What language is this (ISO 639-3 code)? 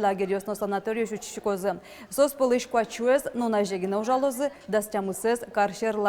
udm